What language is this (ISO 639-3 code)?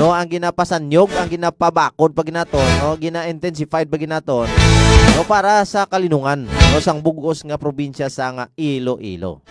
hil